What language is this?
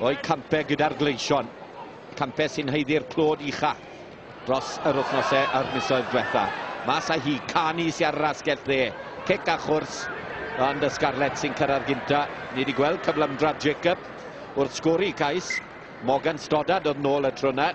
Welsh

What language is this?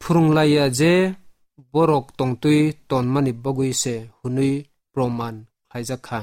Kok Borok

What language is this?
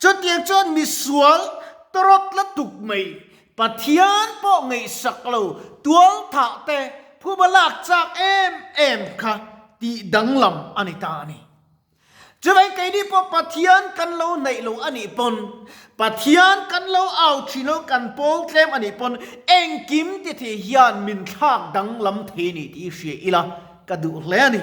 Mizo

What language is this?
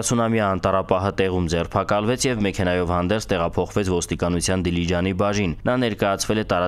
Armenian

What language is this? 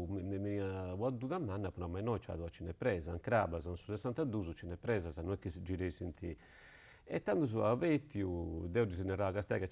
Sardinian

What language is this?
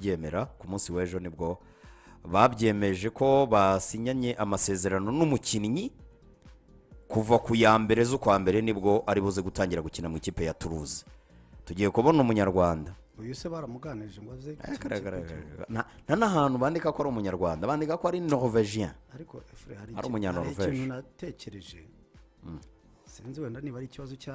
Kinyarwanda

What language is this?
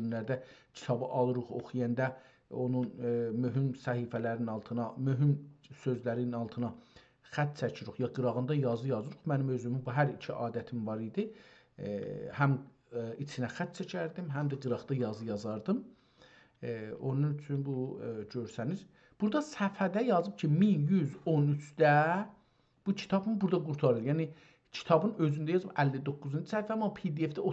South Azerbaijani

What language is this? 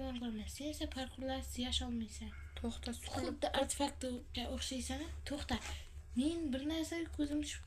Uzbek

